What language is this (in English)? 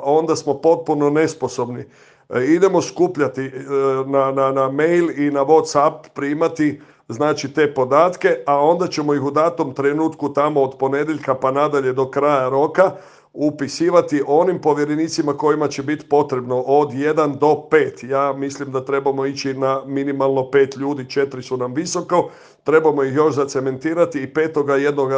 Serbian